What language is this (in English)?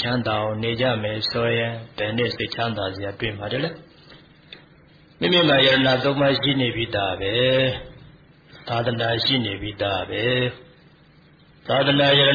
Burmese